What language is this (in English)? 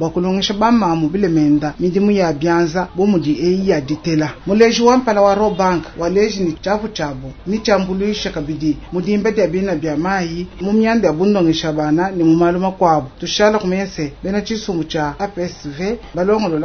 Luba-Lulua